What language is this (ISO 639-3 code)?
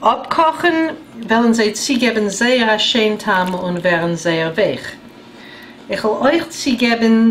yid